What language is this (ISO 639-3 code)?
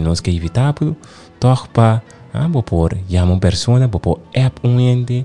pap